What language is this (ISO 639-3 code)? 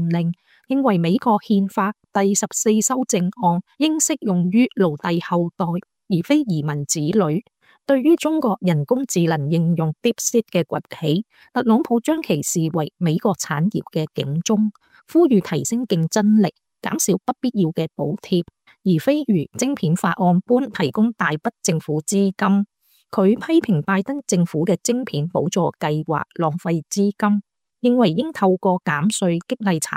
yue